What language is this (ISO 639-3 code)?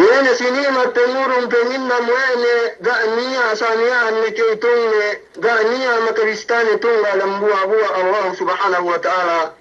yka